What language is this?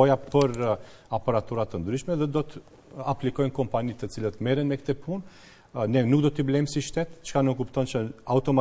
Albanian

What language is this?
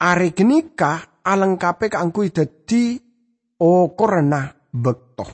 Madurese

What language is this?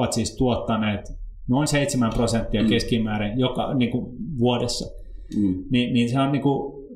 Finnish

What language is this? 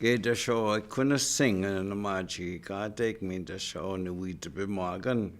Chippewa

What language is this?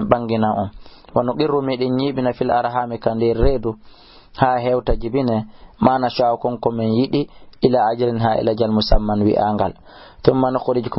Fula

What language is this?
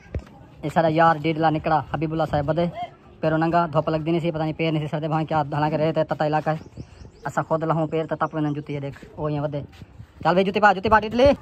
Saraiki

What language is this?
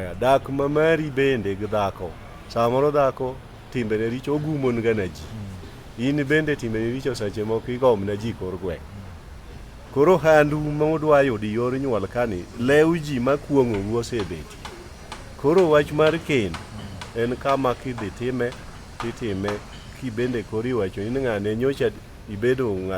Luo (Kenya and Tanzania)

